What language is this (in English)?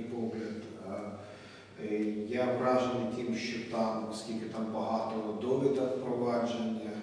Ukrainian